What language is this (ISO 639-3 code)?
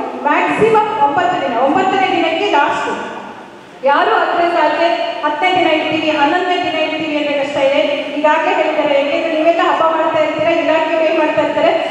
kan